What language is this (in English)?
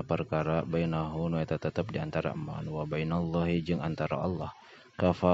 Sundanese